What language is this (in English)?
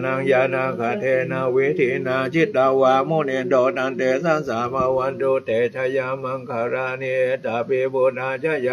Pali